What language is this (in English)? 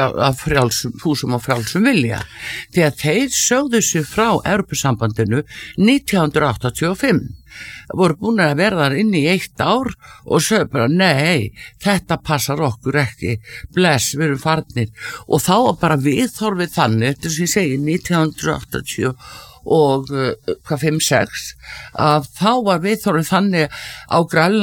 Icelandic